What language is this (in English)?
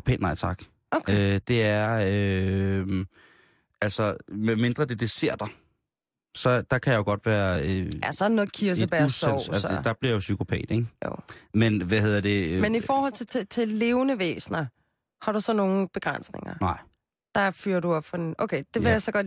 Danish